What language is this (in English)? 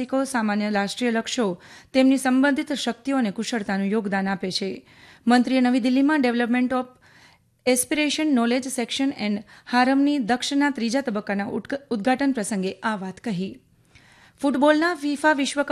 Gujarati